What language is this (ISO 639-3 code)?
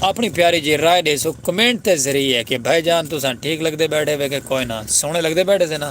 skr